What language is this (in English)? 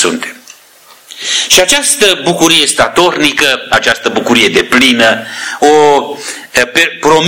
Romanian